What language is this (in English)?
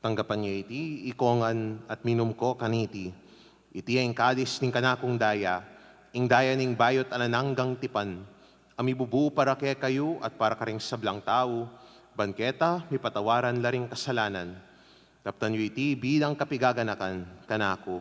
Pampanga